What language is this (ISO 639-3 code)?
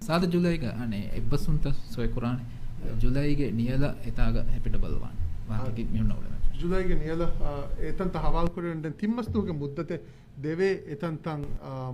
div